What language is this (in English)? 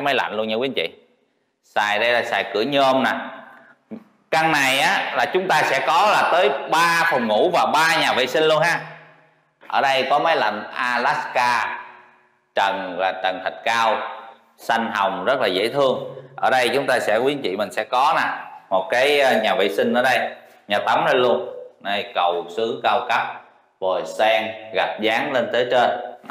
Vietnamese